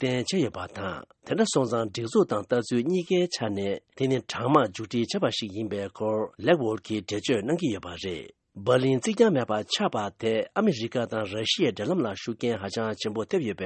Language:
Tibetan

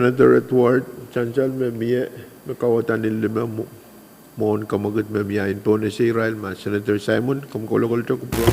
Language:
Pohnpeian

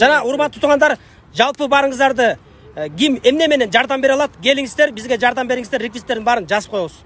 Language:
Kyrgyz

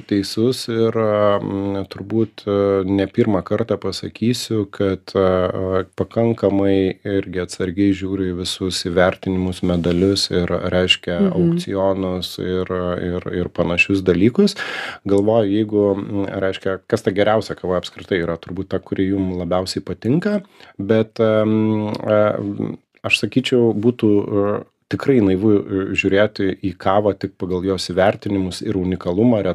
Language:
Lithuanian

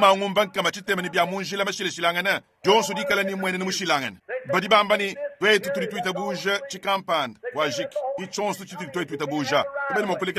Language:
Luba-Lulua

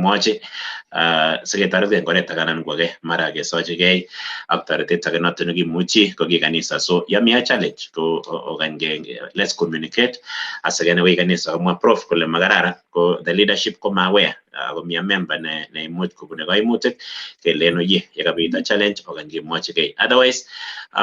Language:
Kalenjin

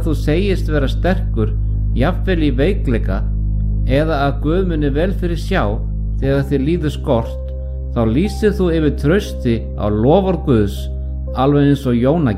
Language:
Icelandic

